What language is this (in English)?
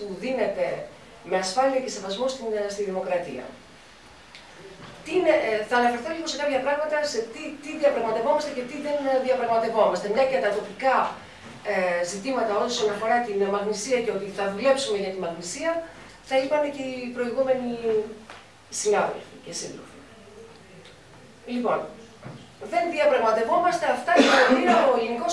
Greek